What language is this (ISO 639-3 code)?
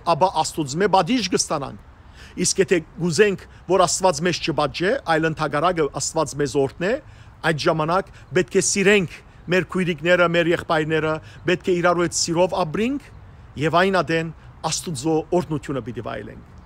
hyw